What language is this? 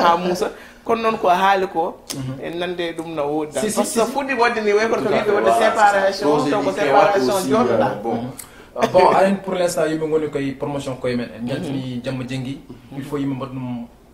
Fula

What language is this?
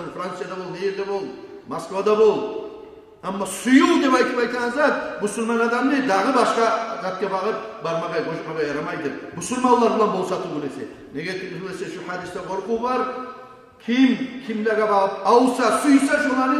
Kumyk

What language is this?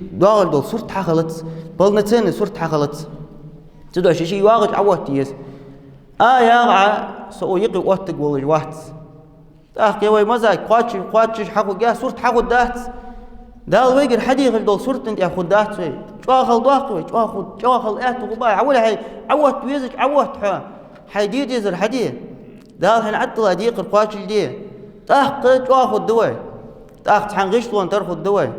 Ingush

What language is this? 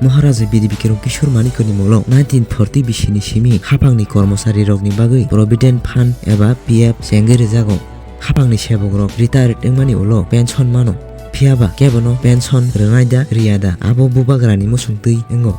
Kok Borok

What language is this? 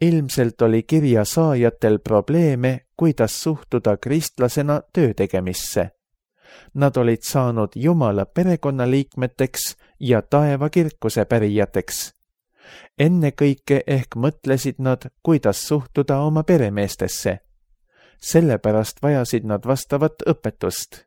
Estonian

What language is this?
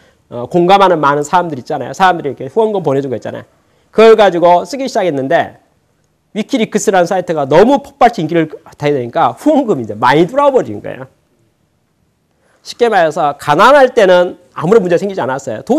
Korean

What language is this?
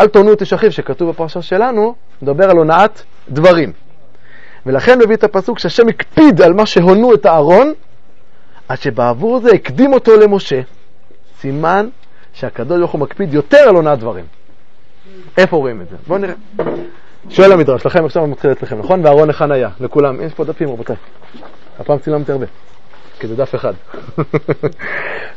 Hebrew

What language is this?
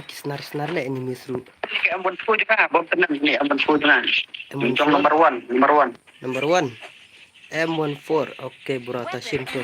Khasi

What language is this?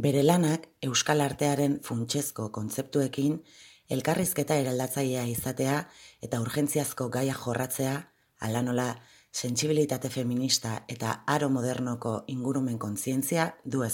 Basque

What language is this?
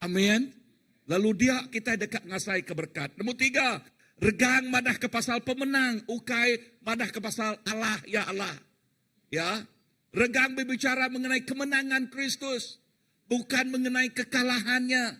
Iban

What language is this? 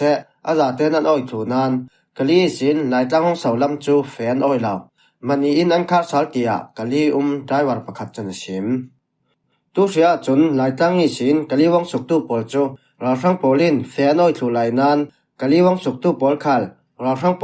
Falam Chin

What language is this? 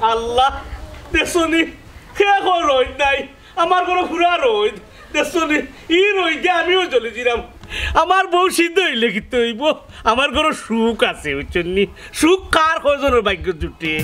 Sylheti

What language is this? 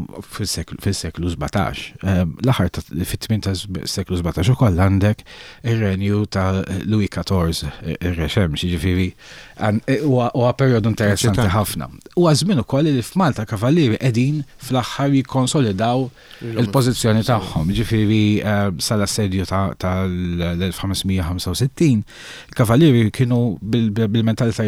Maltese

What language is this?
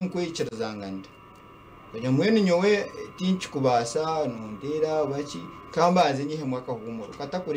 Nyankole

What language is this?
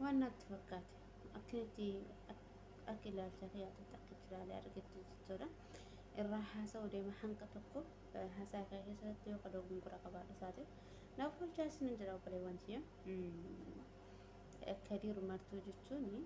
Oromo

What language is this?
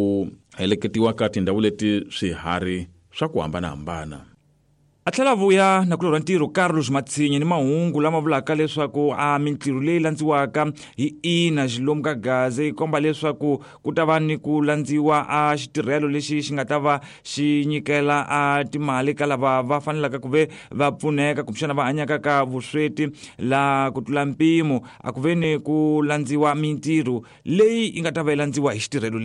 Tsonga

